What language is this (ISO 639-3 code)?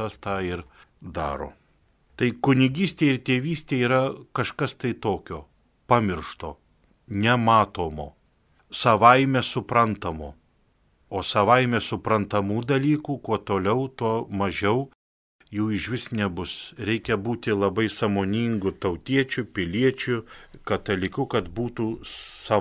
lit